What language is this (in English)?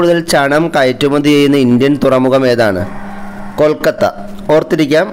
Malayalam